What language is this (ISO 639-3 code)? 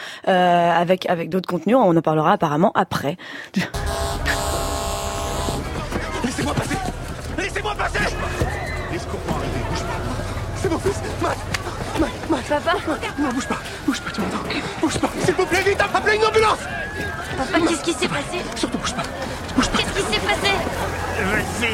fra